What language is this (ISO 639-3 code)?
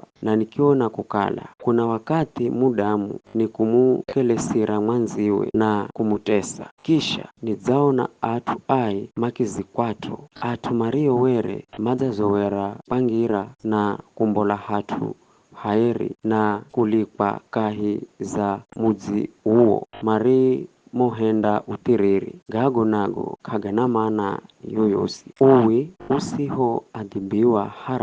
nyf